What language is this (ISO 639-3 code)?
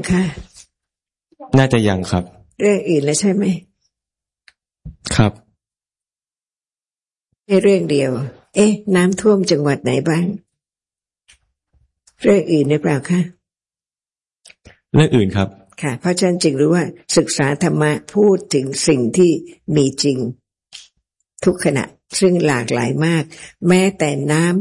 tha